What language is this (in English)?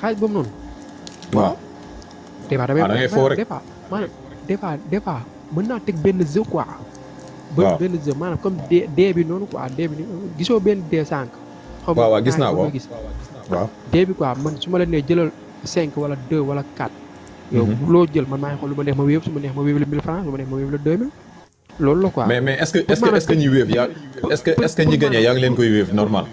Wolof